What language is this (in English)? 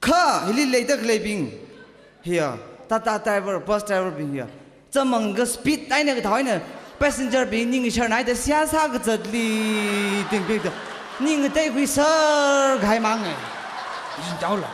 Tangkhul Naga (India)